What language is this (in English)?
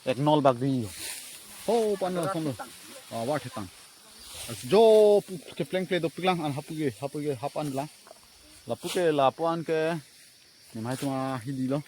Karbi